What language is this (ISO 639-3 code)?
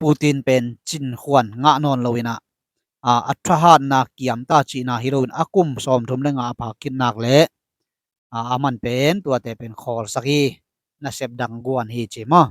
ctd